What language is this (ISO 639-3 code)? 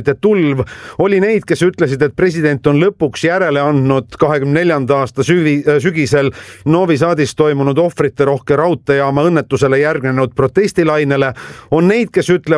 est